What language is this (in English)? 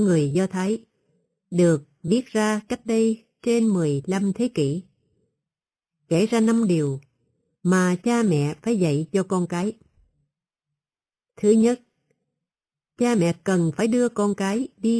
Vietnamese